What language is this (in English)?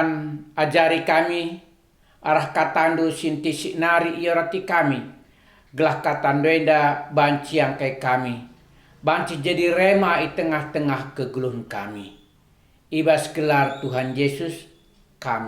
Batak Karo